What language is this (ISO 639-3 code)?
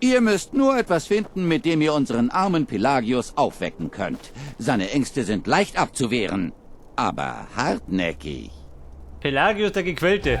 bar